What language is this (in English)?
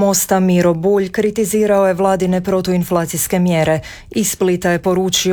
Croatian